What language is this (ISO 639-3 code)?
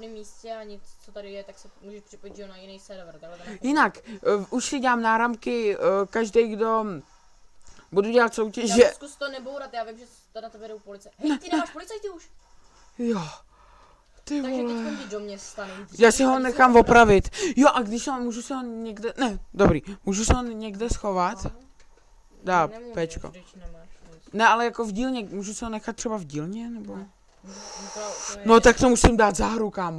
ces